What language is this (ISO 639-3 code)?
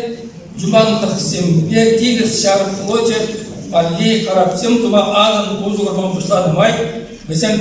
chv